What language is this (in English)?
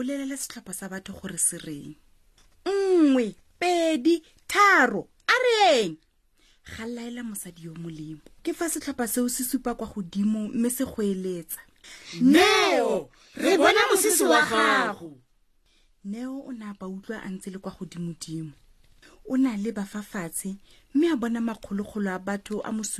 Tswana